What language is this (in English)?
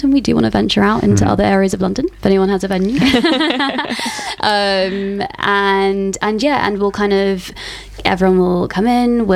English